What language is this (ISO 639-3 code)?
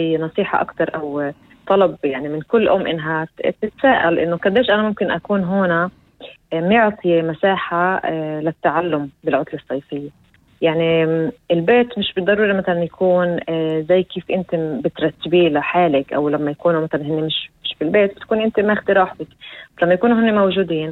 apc